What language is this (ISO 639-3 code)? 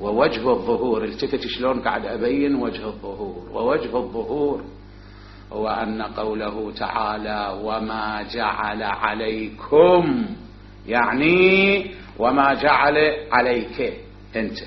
acm